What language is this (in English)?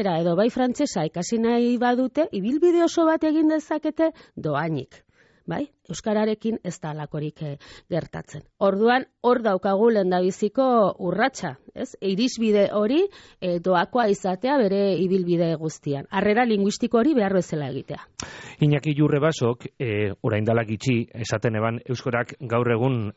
Basque